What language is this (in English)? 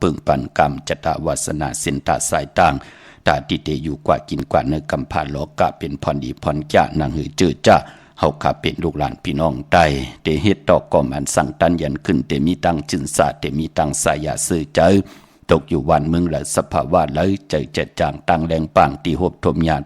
Shan